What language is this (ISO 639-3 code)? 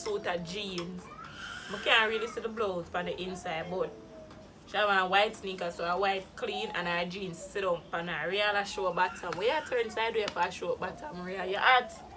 jam